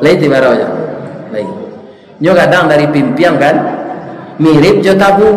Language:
Minangkabau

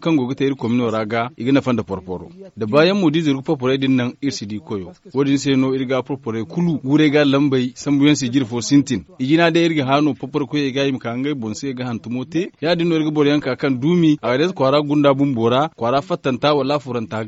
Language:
Zarma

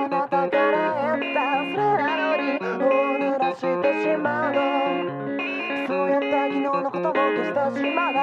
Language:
Japanese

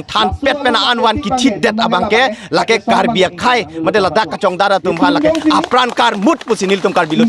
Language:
Karbi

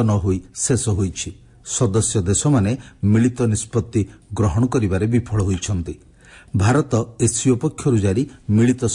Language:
Odia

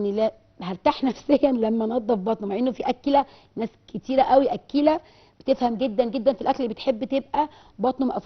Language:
Egyptian Arabic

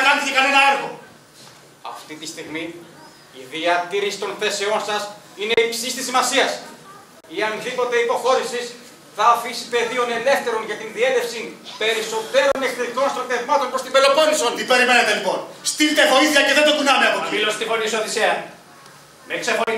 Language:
Greek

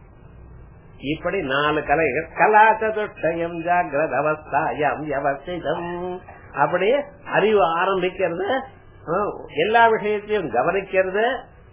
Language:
Tamil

